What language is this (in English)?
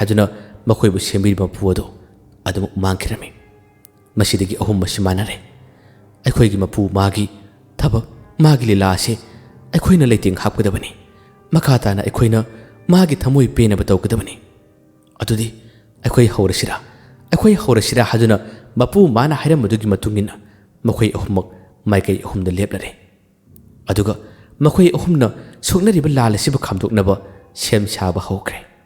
Manipuri